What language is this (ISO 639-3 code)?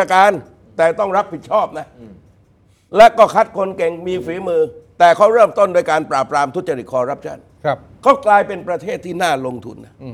tha